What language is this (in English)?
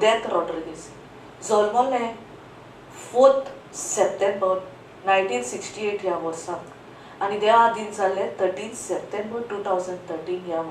Konkani